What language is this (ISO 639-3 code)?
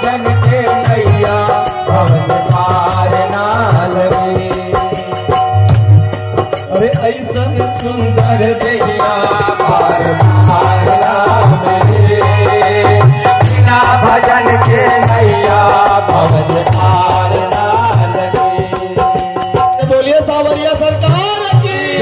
bho